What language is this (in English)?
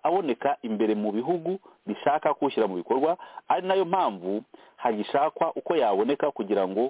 Kinyarwanda